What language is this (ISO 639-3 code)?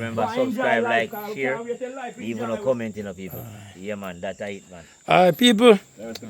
jam